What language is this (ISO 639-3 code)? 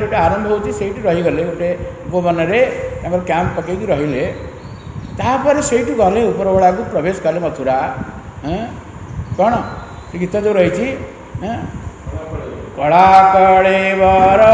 ori